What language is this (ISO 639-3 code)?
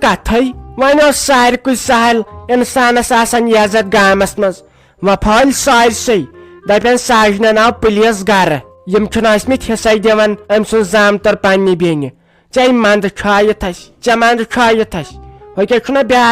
kas